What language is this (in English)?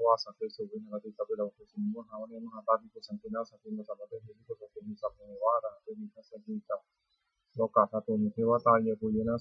Pali